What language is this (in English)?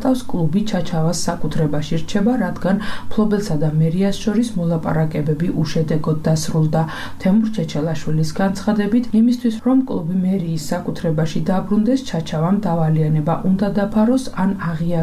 Georgian